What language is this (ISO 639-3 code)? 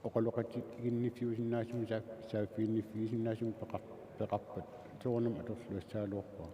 kal